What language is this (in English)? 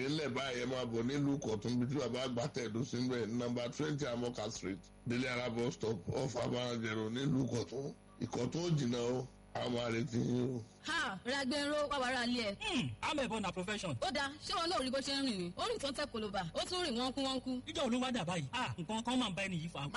Yoruba